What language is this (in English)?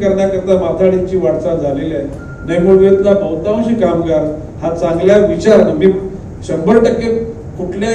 Marathi